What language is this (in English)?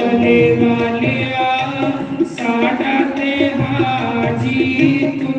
Dogri